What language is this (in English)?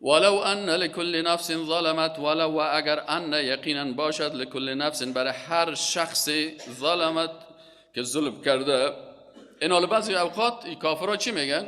Persian